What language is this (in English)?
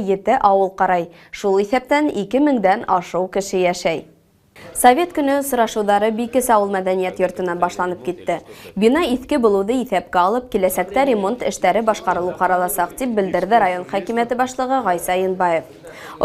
Bashkir